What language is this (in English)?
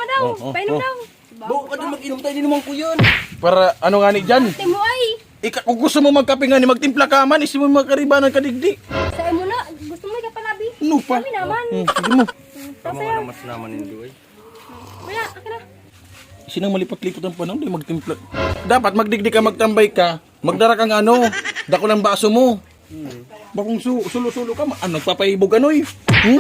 Bikol